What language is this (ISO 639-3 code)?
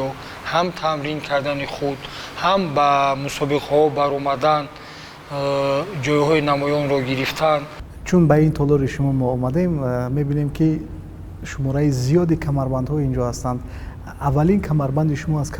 tgk